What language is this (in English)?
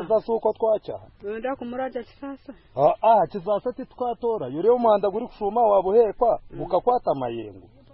Kinyarwanda